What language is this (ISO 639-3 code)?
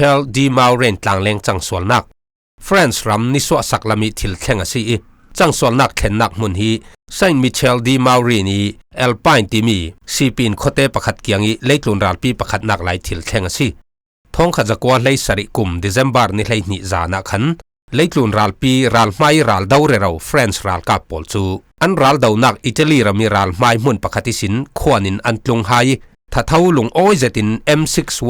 cfm